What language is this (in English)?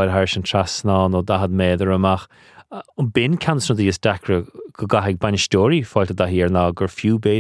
Irish